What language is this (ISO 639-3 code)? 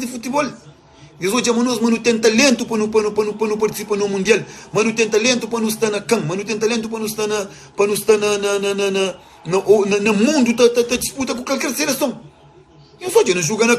kea